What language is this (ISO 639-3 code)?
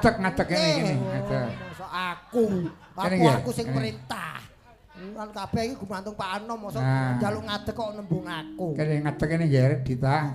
jav